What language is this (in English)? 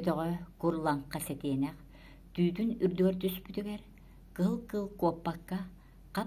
Yakut